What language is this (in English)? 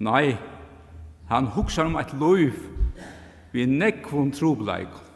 Faroese